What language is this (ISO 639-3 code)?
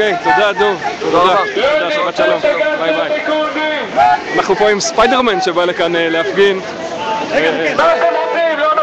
heb